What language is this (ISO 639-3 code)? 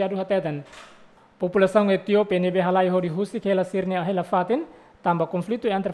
tet